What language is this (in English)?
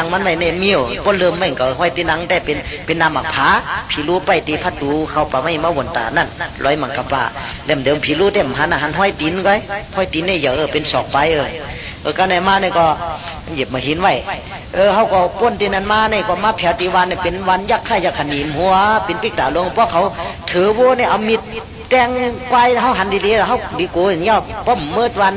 Shan